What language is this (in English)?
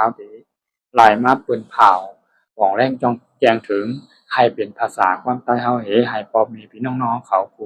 Shan